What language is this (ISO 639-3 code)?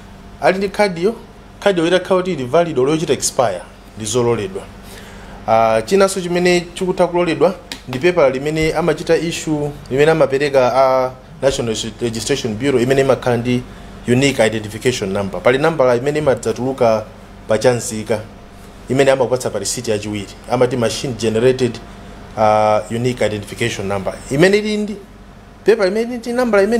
nya